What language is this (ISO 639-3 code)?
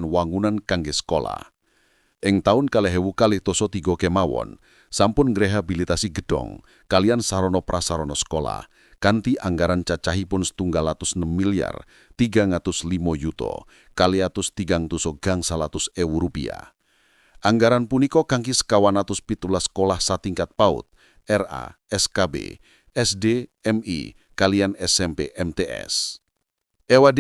jav